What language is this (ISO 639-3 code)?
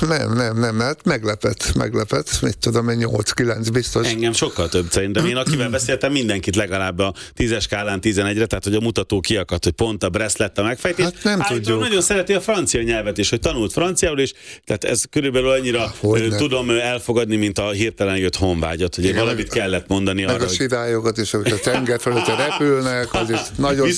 hun